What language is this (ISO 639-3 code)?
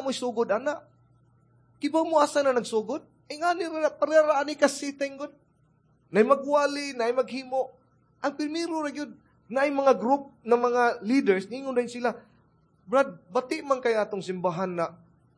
ceb